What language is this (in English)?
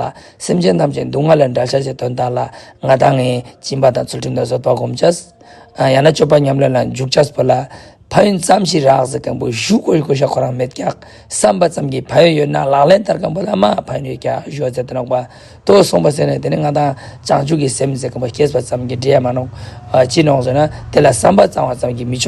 Ladakhi